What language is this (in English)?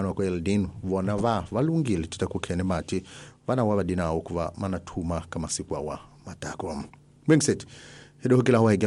Tsonga